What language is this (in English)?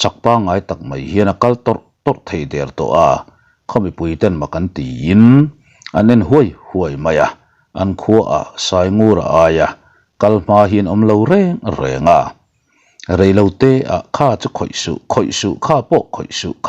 Mizo